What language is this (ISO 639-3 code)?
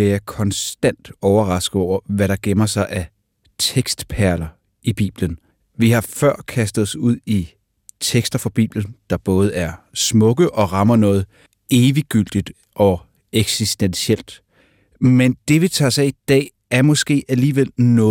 dan